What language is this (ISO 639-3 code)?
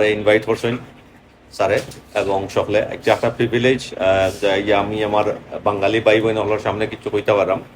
syl